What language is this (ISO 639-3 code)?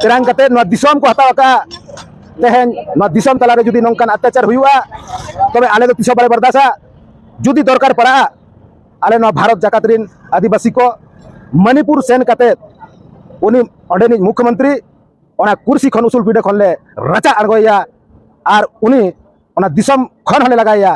sat